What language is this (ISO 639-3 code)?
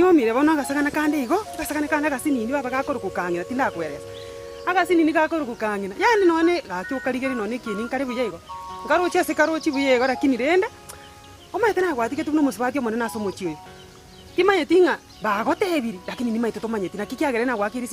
guz